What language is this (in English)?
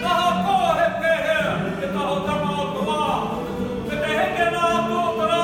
Māori